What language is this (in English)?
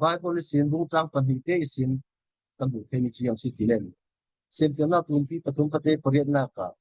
Falam Chin